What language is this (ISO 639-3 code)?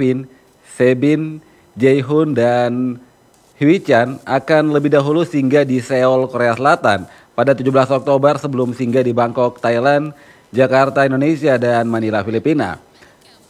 ind